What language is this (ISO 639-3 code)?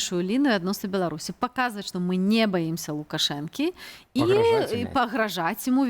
bel